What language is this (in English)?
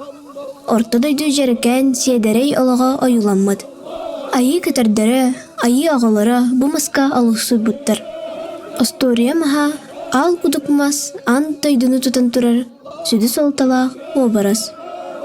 Yakut